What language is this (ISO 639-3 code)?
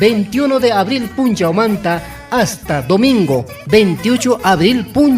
quy